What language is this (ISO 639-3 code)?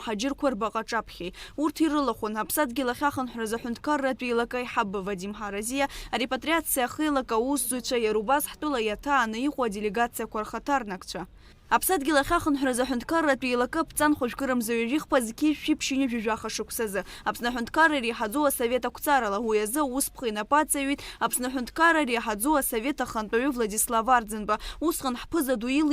abk